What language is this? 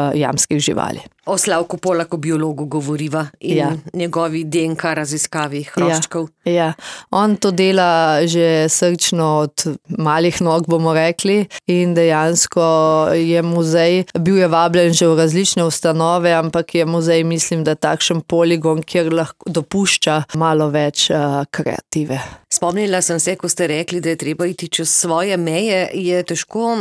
Slovenian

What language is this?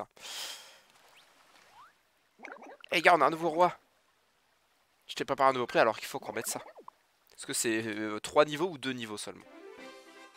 French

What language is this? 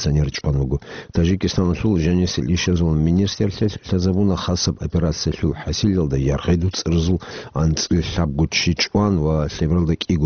Avaric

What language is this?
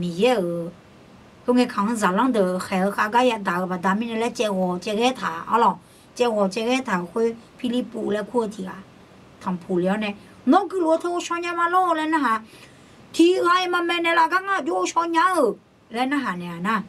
Akha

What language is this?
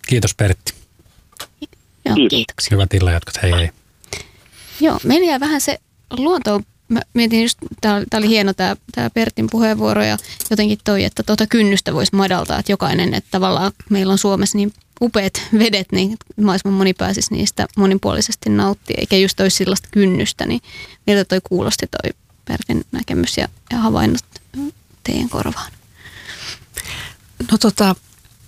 Finnish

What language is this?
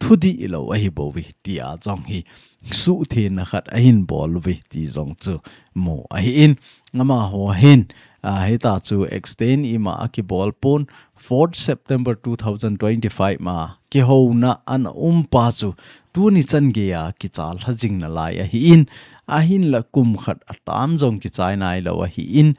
Thado Chin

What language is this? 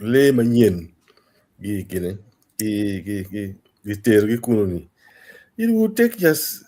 Acoli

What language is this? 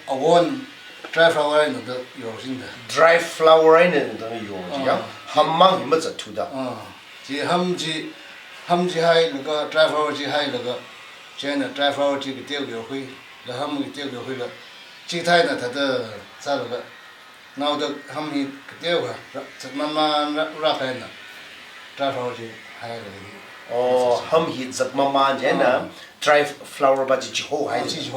Tangkhul Naga (India)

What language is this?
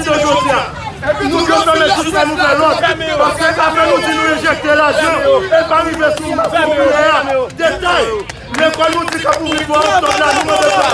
Haitian Creole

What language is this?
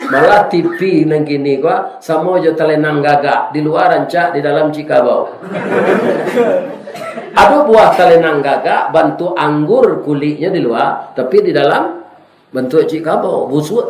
Minangkabau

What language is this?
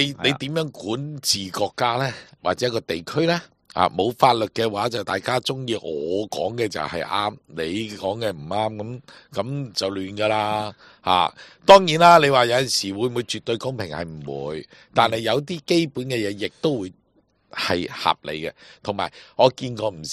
Cantonese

